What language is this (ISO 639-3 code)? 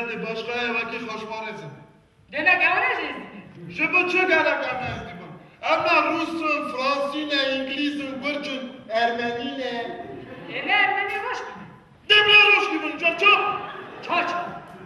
kur